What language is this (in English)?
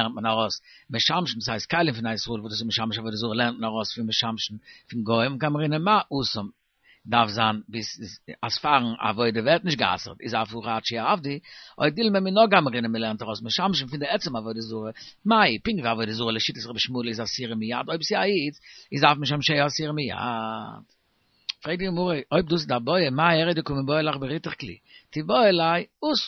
Yiddish